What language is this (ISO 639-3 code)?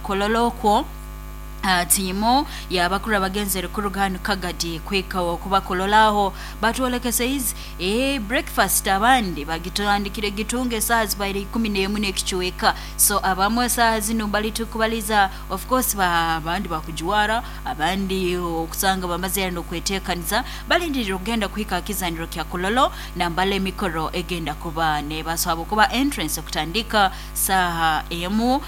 nyo